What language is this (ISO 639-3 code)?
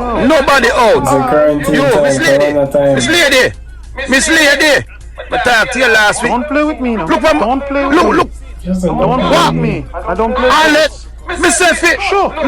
jam